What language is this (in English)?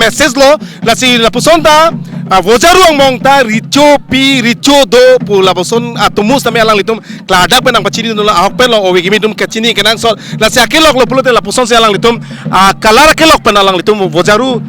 Karbi